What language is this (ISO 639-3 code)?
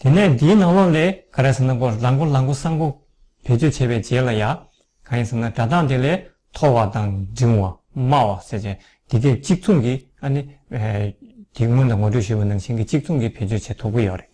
bod